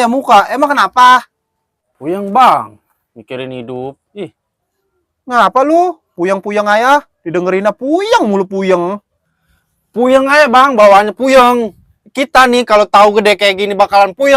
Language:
Betawi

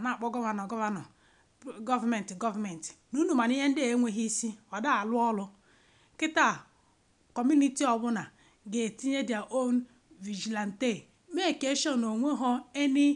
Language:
Igbo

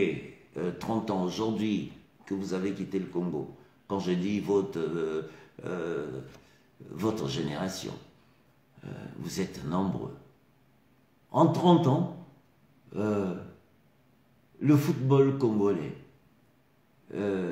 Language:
French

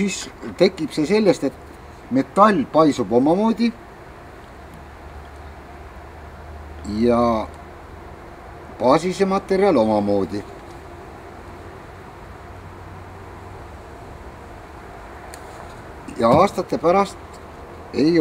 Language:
Estonian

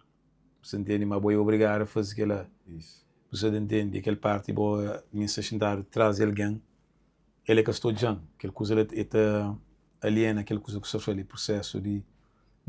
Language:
Kabuverdianu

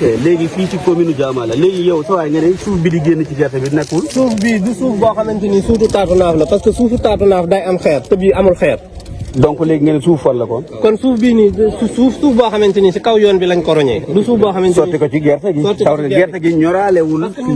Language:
Wolof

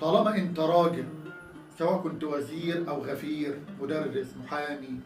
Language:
Egyptian Arabic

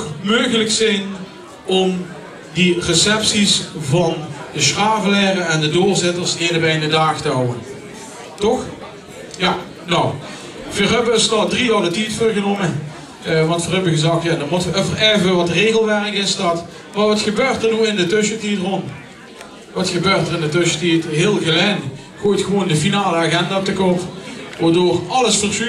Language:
Limburgish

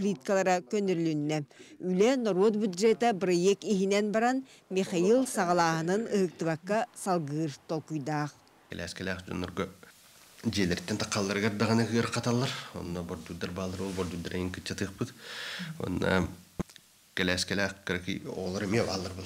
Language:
Yakut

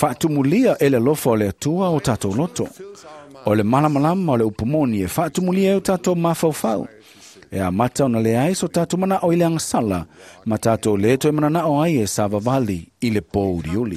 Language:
Samoan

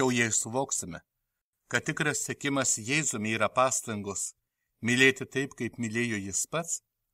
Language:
Lithuanian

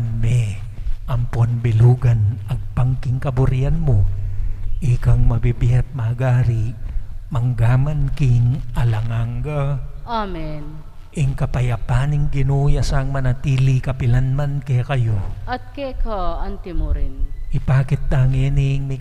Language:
Pampanga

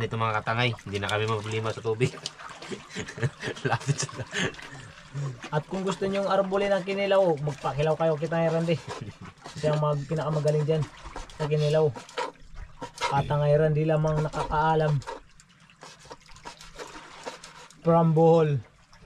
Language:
Filipino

